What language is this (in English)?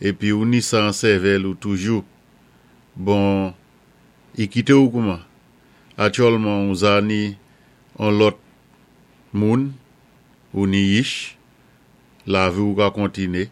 Saint Lucian Creole French